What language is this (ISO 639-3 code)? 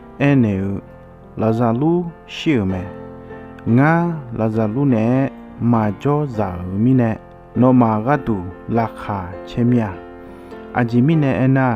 ahk